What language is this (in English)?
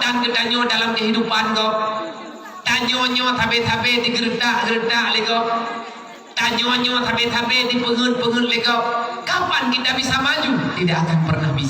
Achinese